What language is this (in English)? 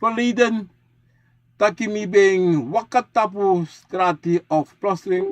Sranan Tongo